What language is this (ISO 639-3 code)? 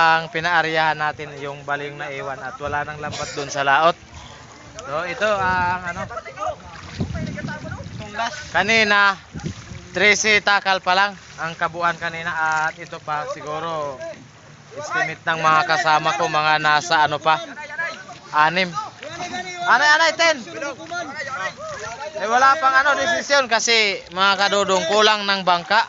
fil